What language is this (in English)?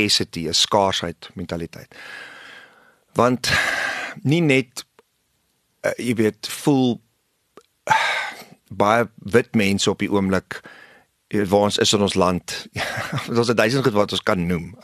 Afrikaans